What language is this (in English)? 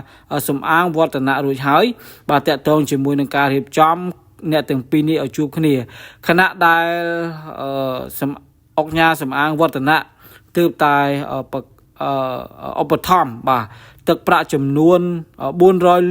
Khmer